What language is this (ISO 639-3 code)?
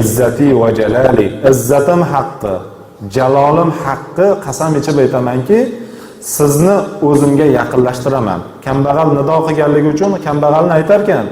uzb